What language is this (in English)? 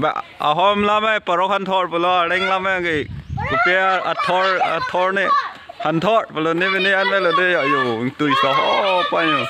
Karbi